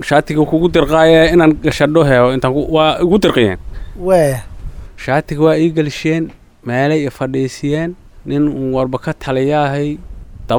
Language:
Somali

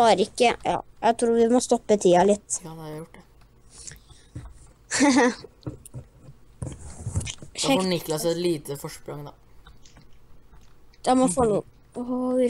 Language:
Norwegian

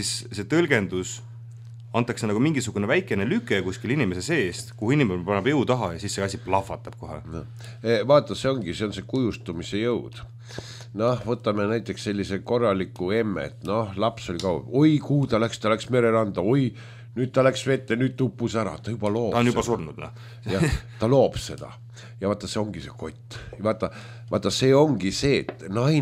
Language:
Estonian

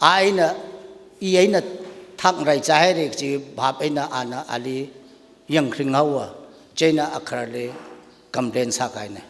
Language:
Tangkhul Naga (India)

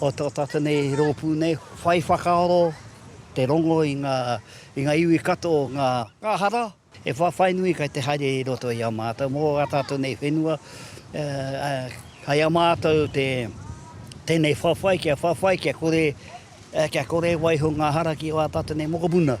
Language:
Māori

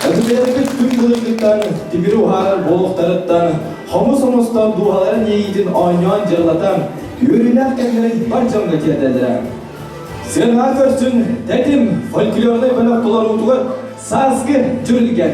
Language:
Yakut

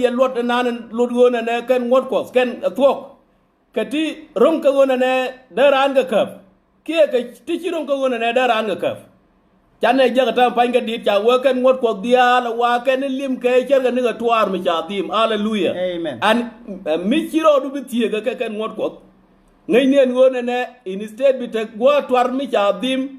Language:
Nuer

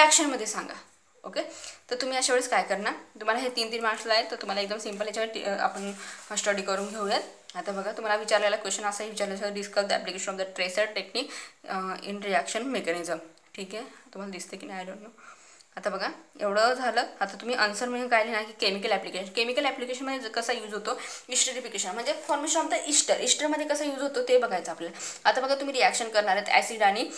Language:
Marathi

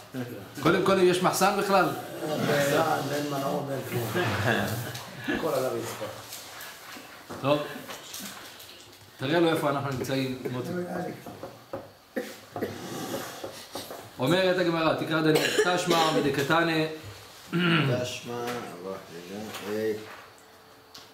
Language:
Hebrew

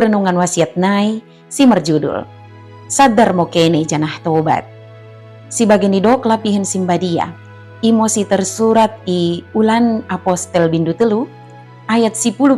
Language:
Batak Dairi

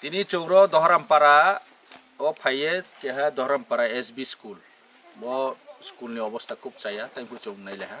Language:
Kok Borok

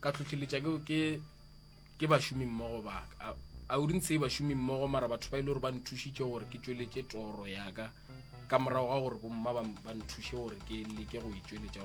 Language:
Northern Sotho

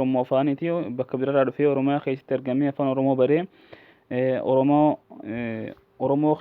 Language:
Oromo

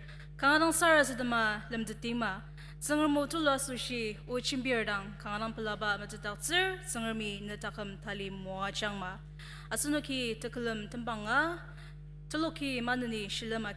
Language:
Ao Naga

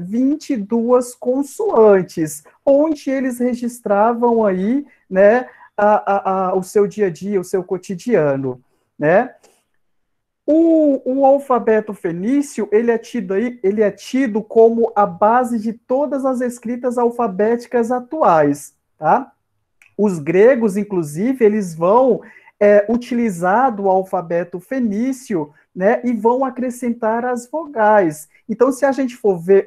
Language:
Portuguese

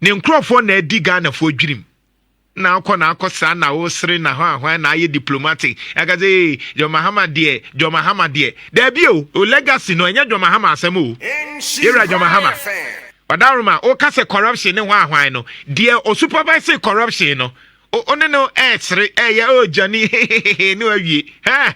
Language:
Akan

